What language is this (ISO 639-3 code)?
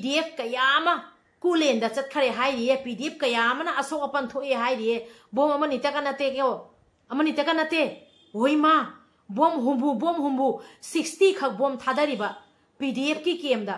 mni